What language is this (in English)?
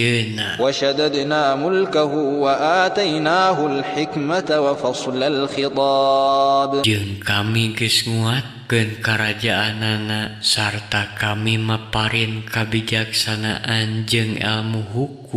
Sundanese